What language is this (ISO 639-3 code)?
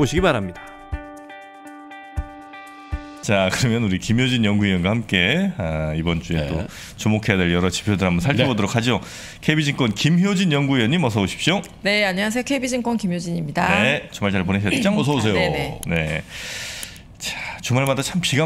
kor